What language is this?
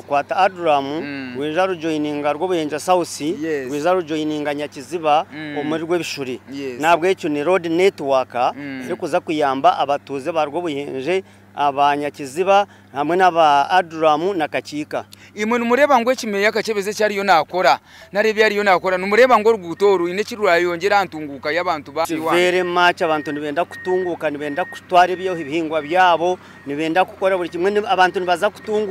Nyankole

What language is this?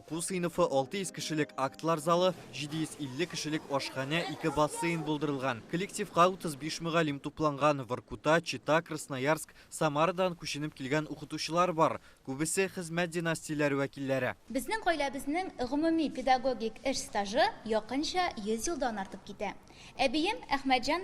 Tatar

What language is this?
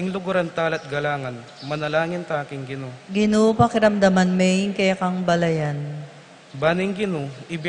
Pampanga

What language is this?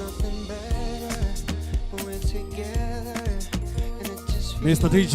Nyanja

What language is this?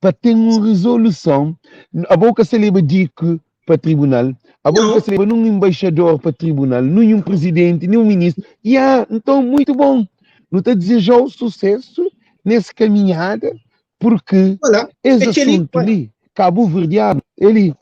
Kabuverdianu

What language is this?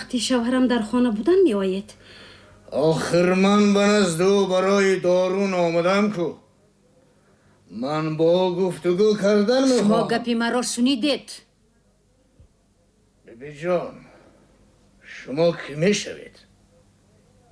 Tajik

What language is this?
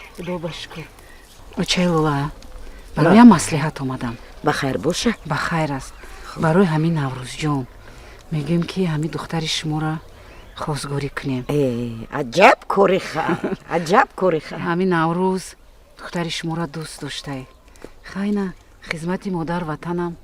Tajik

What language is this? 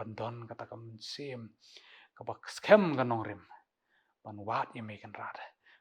Khasi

